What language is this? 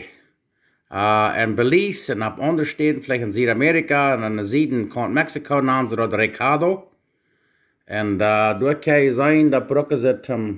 Plautdietsch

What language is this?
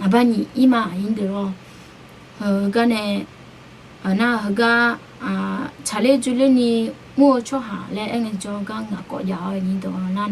Akha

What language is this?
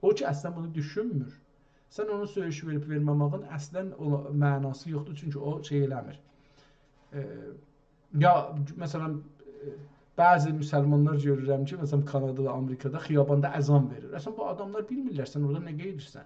South Azerbaijani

